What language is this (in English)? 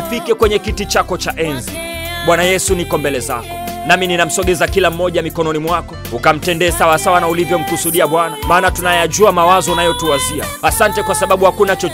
Swahili